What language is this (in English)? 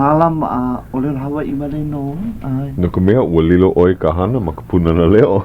Hawaiian